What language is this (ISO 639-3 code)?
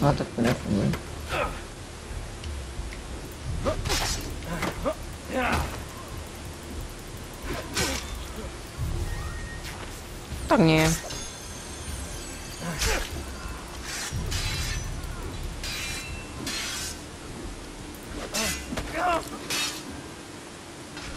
slk